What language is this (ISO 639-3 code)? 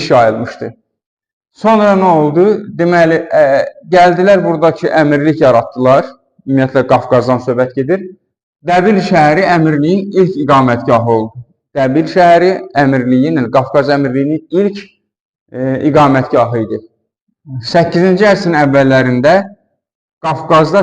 aze